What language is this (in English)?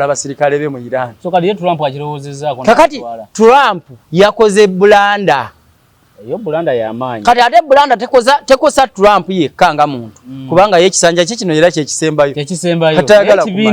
Ganda